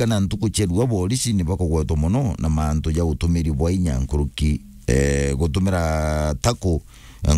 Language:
Meru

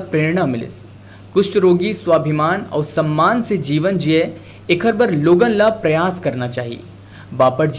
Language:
Chhattisgarhi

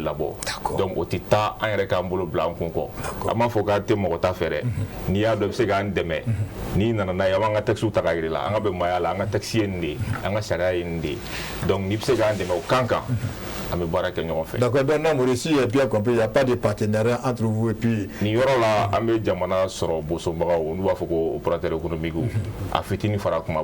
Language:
Bambara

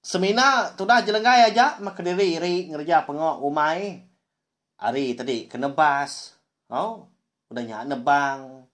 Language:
Iban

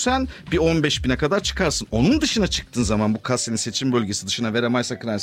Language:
Turkish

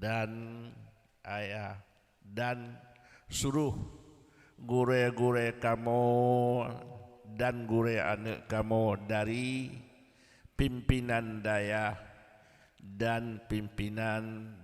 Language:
Achinese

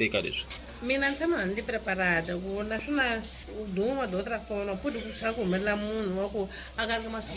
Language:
Tsonga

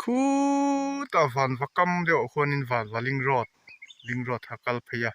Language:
Mizo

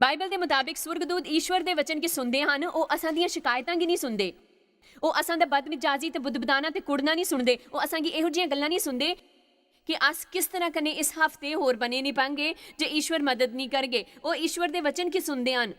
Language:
Dogri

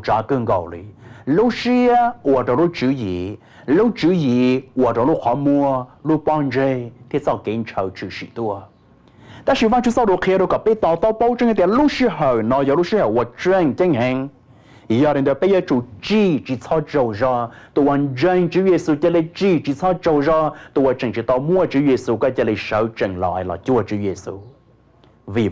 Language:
Hmong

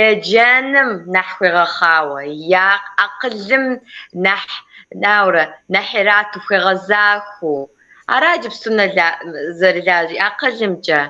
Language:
Kabardian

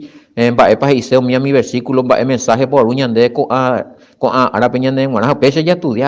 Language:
Guarani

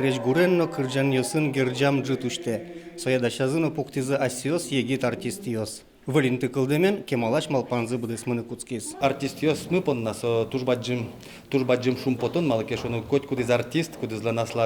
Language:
Udmurt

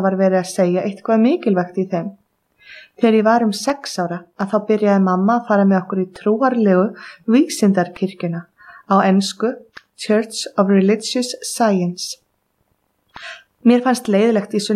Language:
Icelandic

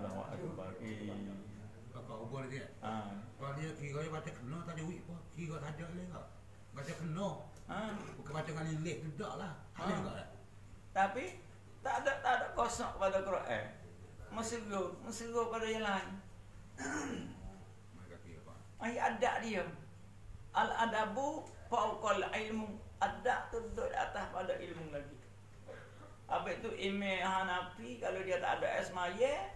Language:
Malay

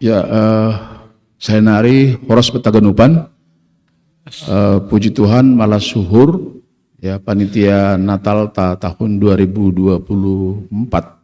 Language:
Batak Simalungun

